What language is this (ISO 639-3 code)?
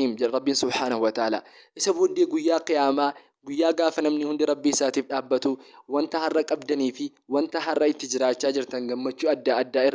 orm